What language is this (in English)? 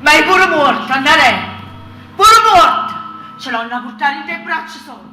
Neapolitan